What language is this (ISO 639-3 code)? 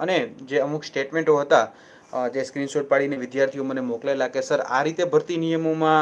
guj